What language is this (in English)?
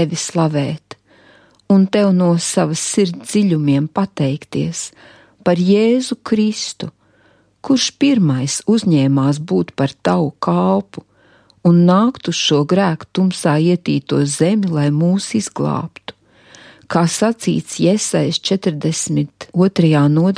Latvian